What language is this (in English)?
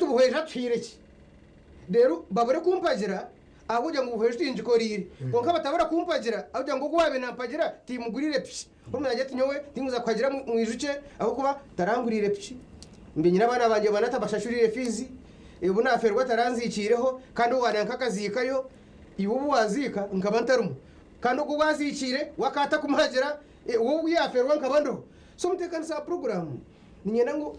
Nyankole